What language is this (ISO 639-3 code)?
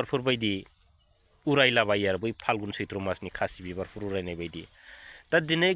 brx